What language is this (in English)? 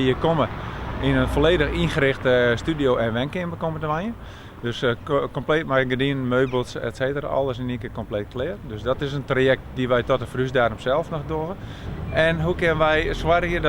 Western Frisian